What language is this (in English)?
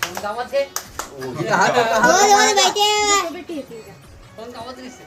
Chhattisgarhi